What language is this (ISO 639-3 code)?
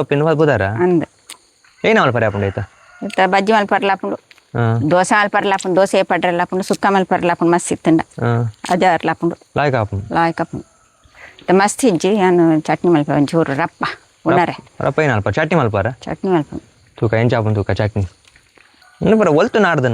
tcy